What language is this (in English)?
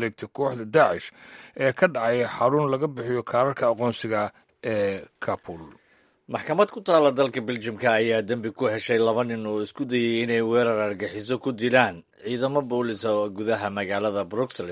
Somali